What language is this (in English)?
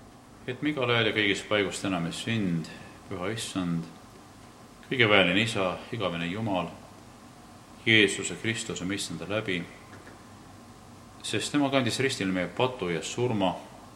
Estonian